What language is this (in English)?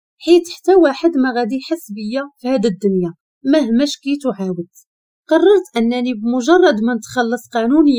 Moroccan Arabic